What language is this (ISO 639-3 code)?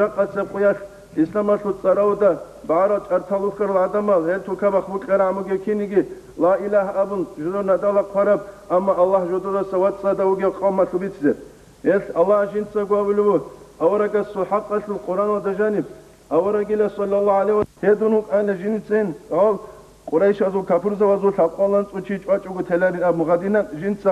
ava